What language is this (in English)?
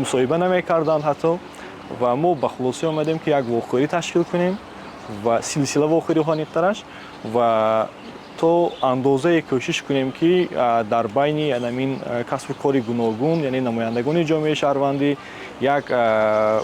Tajik